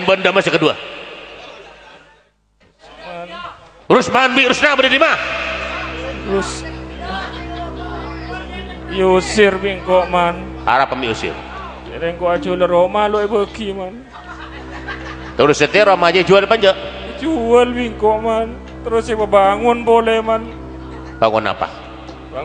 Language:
Madurese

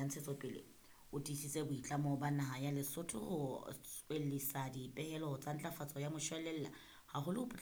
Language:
Southern Sotho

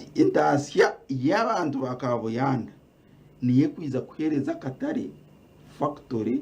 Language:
Nyankole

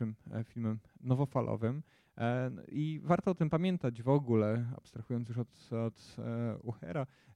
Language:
Polish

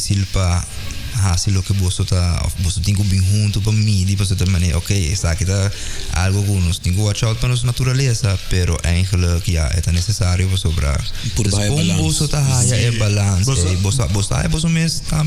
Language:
Papiamento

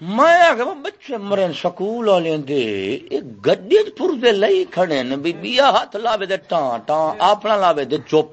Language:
Saraiki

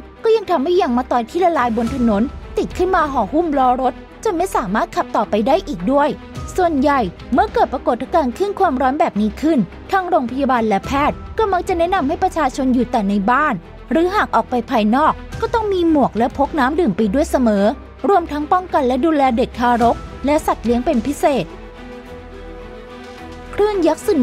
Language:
Thai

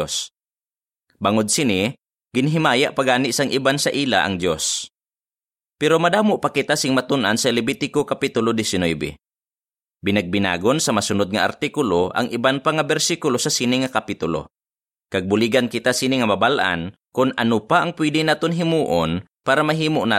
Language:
Hiligaynon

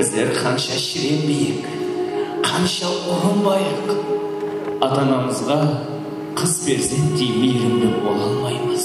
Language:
Kara-Kalpak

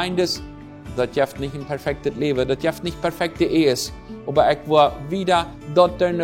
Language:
Plautdietsch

